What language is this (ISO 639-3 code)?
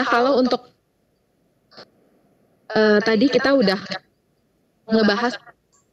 ind